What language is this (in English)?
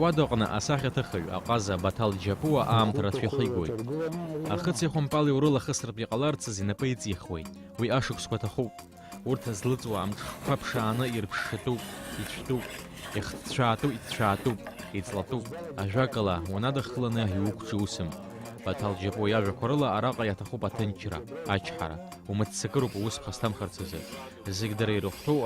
Abkhazian